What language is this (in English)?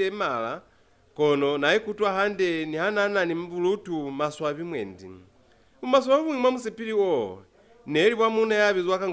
Lozi